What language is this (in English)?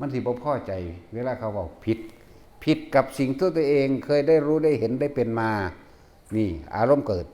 Northeastern Thai